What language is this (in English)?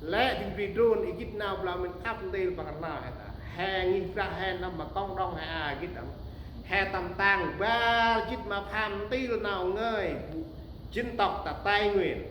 Central Mnong